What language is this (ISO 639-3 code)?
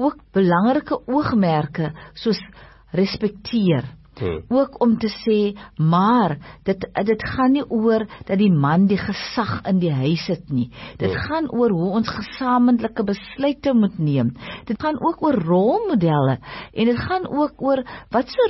afr